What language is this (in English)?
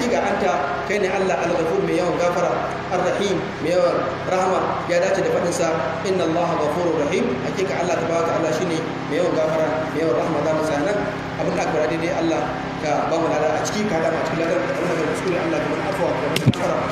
Hausa